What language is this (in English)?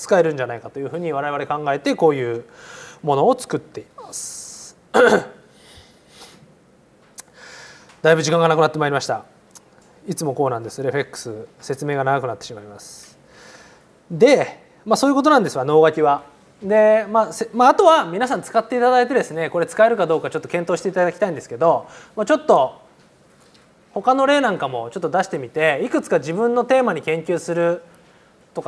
Japanese